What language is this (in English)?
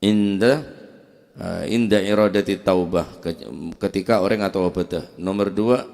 Madurese